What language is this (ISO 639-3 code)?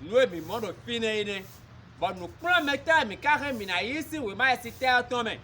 fon